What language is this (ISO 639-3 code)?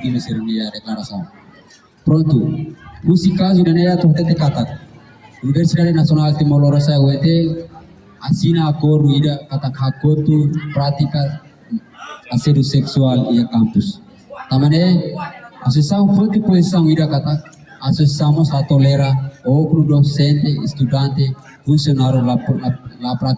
tet